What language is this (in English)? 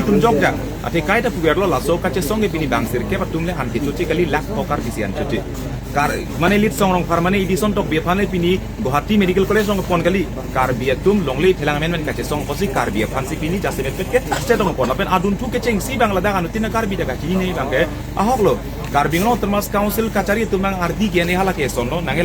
Karbi